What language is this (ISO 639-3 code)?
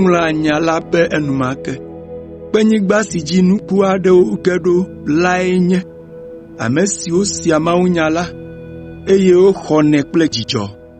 ewe